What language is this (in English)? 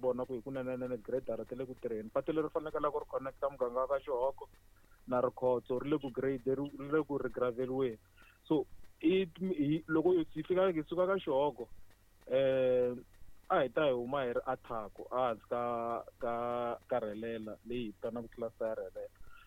Tsonga